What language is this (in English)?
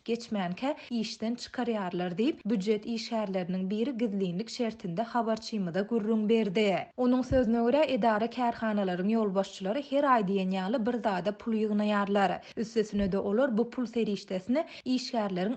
Turkmen